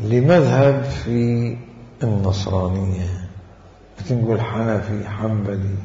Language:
Mesopotamian Arabic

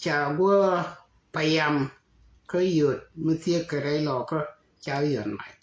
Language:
Nuer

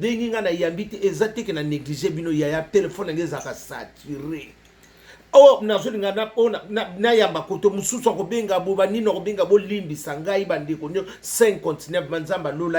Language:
Lingala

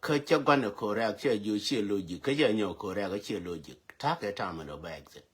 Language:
Nuer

